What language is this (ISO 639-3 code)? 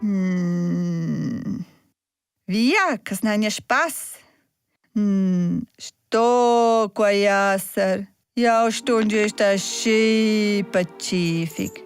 roh